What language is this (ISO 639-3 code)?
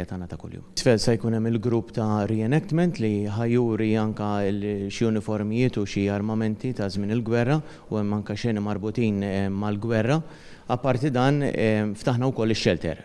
mlt